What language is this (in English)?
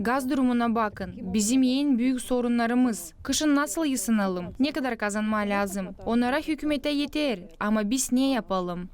Gagauz